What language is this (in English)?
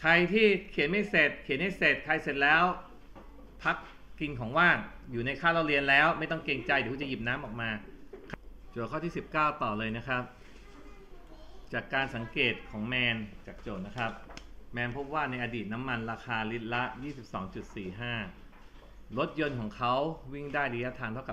Thai